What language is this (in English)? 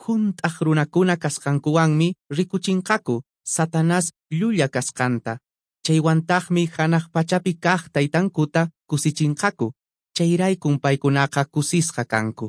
Quechua